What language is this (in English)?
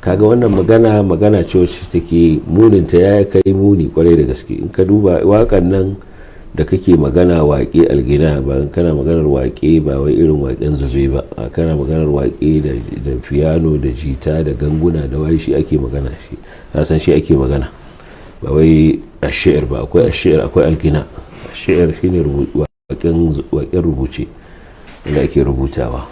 Hausa